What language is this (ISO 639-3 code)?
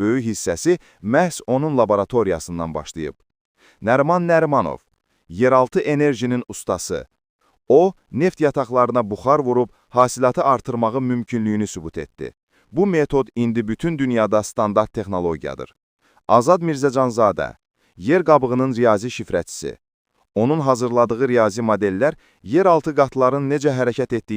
aze